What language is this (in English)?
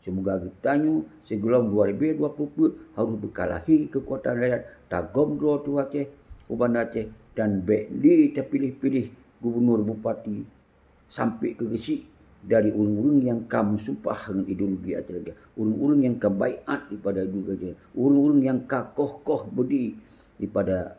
Achinese